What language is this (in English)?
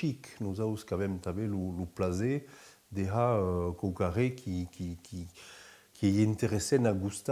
Occitan